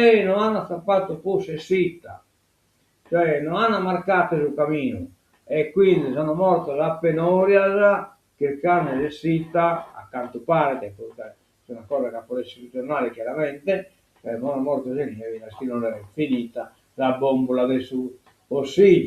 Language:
Sardinian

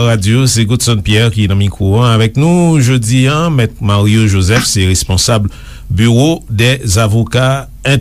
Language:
Haitian Creole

